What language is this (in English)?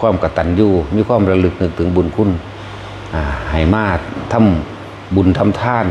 Northeastern Thai